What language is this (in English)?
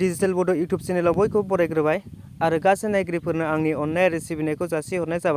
Bodo